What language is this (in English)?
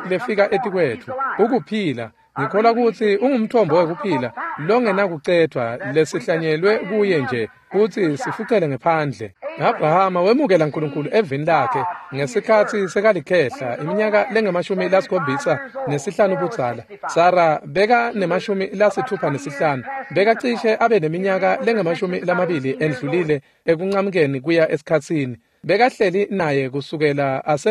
Swati